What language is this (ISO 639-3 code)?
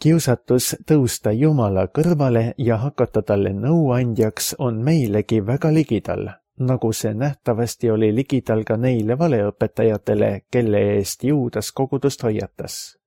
est